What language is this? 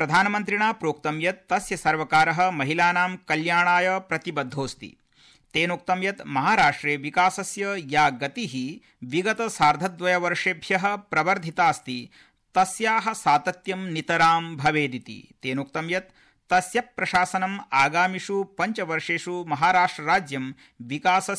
Sanskrit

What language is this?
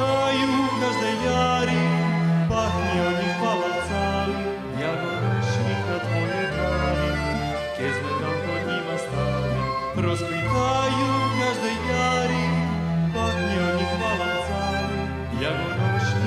Rusyn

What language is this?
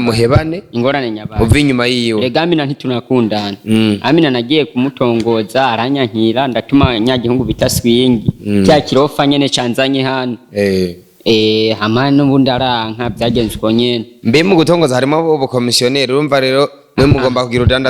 Rundi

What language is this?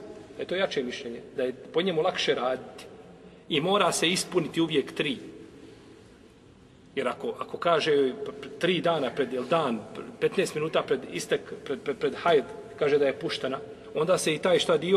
Bosnian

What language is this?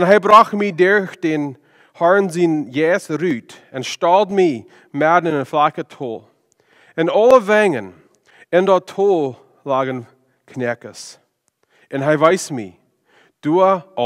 Plautdietsch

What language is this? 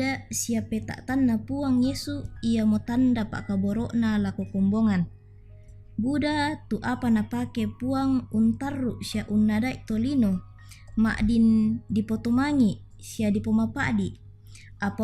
Toraja-Sa'dan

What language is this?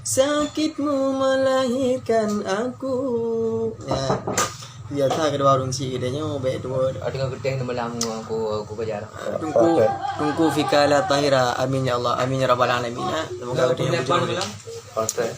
Achinese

